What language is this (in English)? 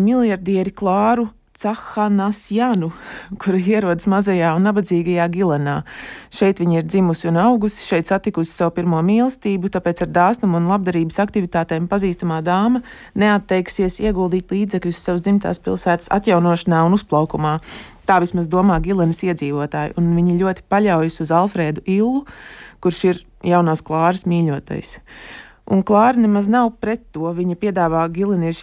Latvian